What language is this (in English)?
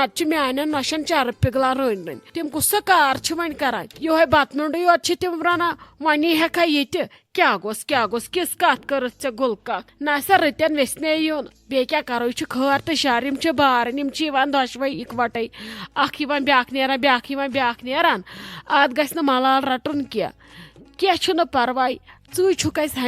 Kashmiri